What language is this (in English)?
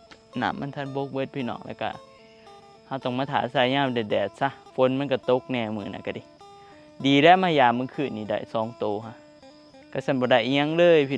Northeastern Thai